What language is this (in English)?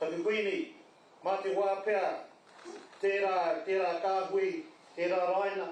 Māori